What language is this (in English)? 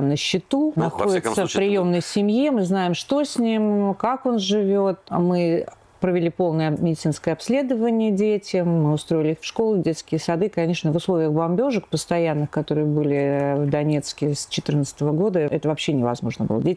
Russian